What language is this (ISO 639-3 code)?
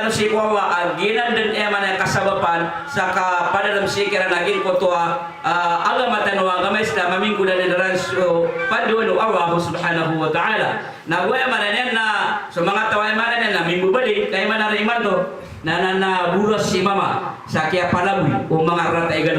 mrw